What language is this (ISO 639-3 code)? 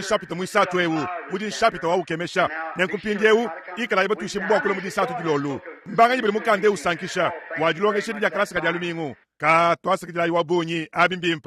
lua